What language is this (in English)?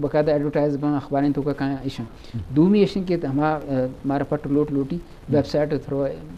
Eastern Balochi